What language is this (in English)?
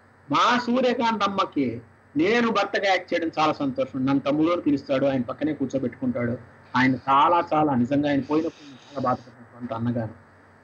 Telugu